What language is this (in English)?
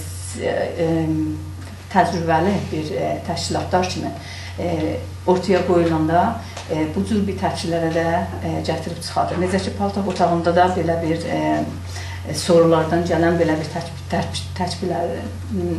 South Azerbaijani